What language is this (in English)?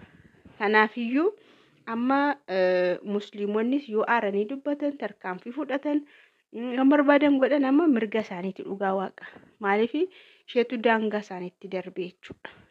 Oromo